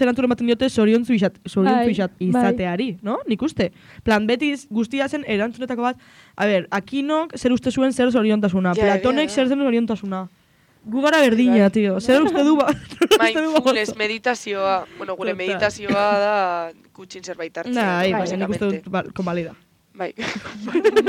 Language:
Basque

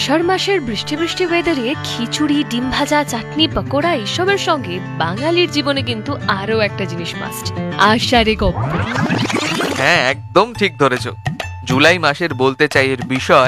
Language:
Bangla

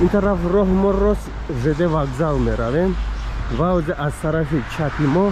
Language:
Tajik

